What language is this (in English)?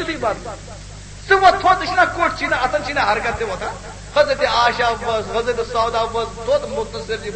Kashmiri